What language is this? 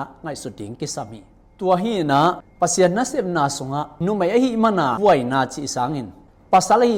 Tedim Chin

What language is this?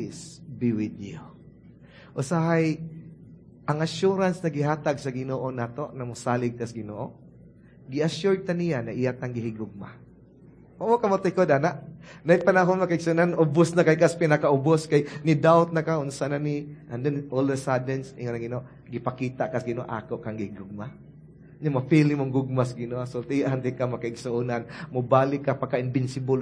Cebuano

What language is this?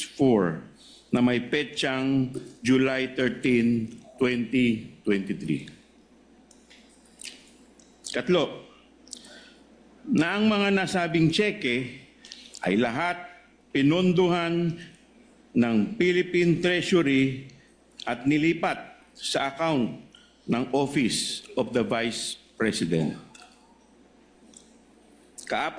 Filipino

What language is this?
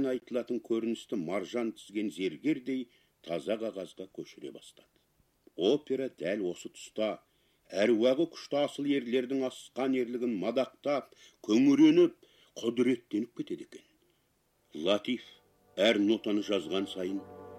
Kazakh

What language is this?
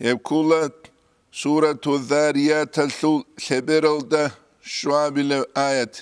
Avaric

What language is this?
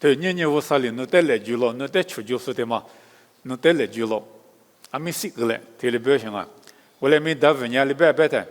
Lisu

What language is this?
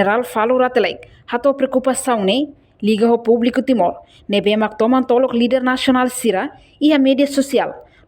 Tetum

